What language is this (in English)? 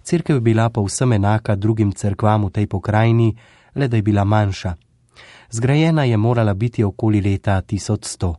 Slovenian